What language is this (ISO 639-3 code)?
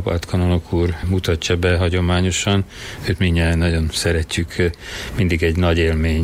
hun